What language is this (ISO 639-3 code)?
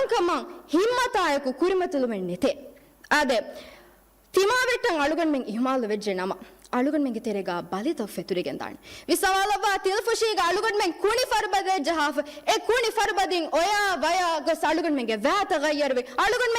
div